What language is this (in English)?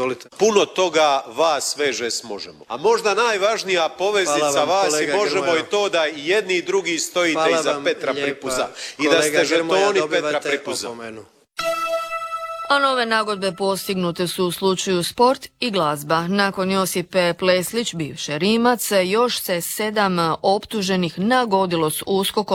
Croatian